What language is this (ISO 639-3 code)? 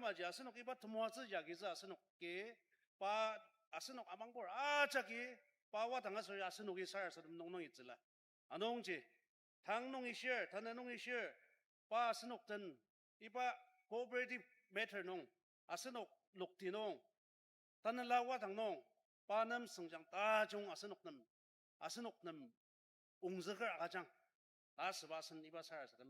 njo